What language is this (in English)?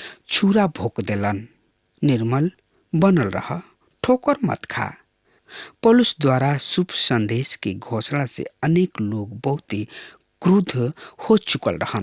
Bhojpuri